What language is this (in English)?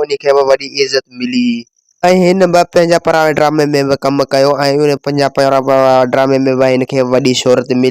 Sindhi